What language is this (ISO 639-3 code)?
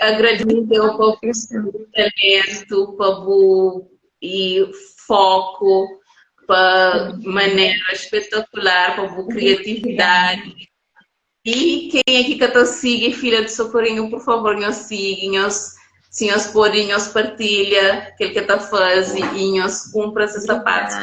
kea